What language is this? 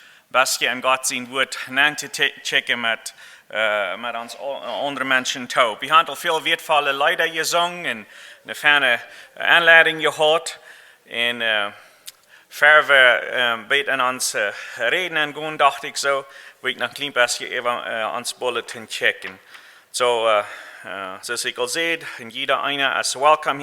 Plautdietsch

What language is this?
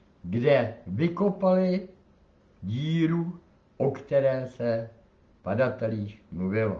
Czech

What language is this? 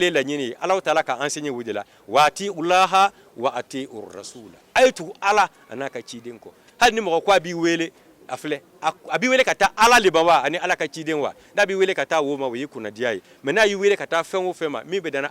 Bambara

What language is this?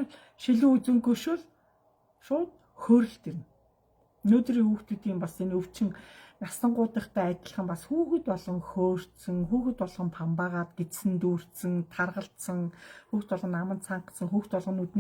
Mongolian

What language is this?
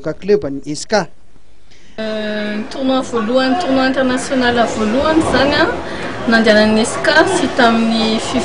Malagasy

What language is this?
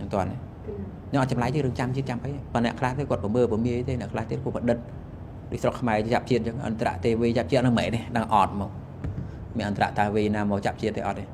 Khmer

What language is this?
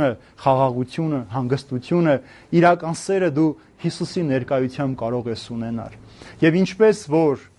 Armenian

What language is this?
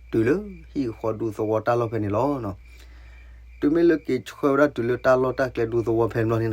S'gaw Karen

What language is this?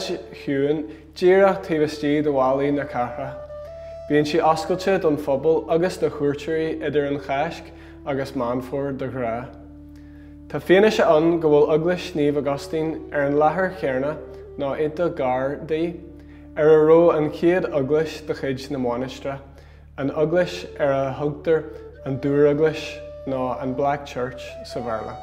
Irish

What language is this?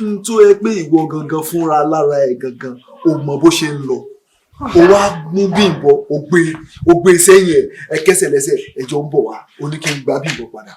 Yoruba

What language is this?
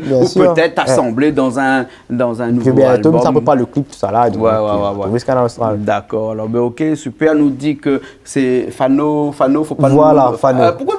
Réunion Creole French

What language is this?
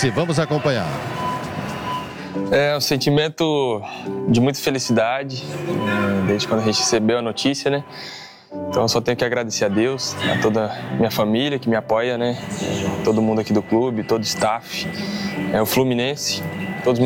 Portuguese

